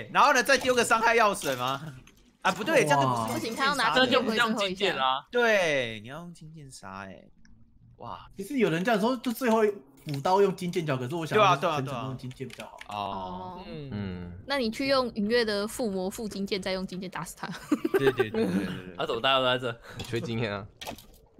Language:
Chinese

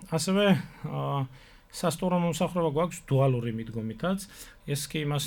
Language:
Georgian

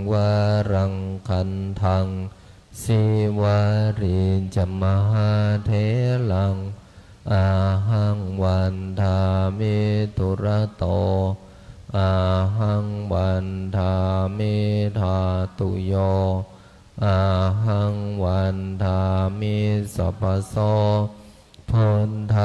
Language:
Pali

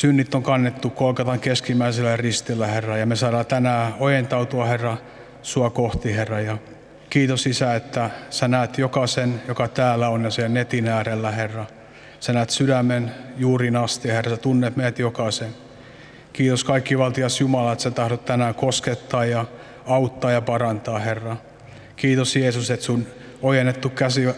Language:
Finnish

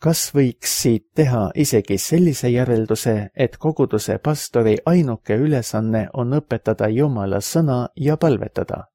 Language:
Estonian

